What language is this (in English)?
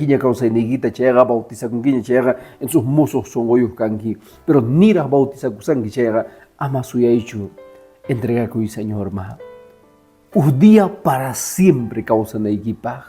Quechua